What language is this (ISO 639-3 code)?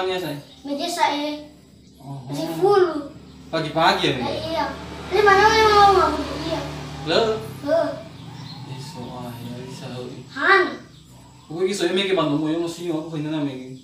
nia